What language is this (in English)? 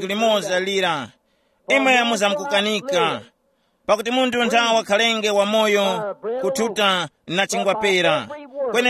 Tumbuka